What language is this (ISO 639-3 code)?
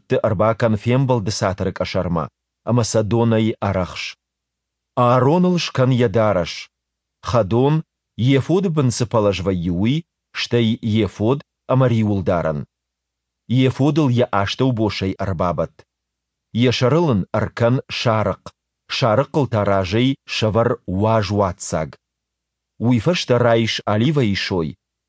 oss